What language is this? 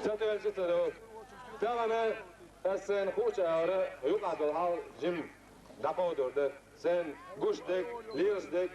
Chechen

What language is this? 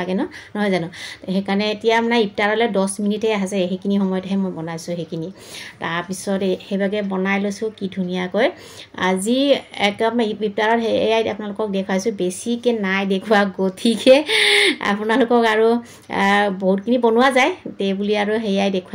Assamese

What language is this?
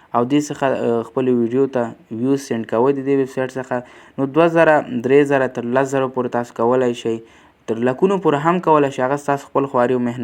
Pashto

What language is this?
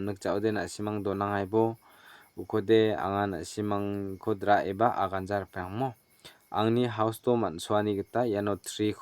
Garo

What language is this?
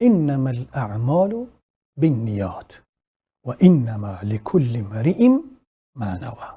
Tajik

